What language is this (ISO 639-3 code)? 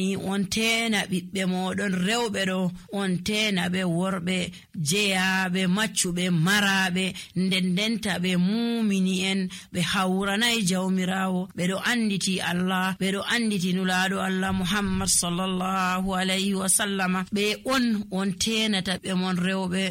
fuv